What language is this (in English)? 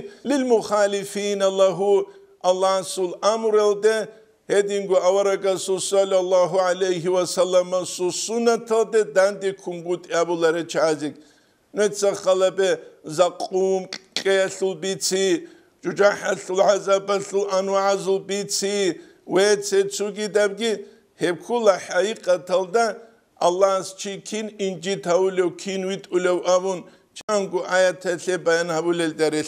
Avaric